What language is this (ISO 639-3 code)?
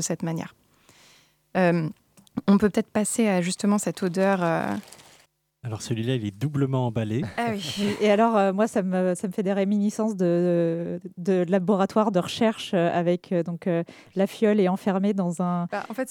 fra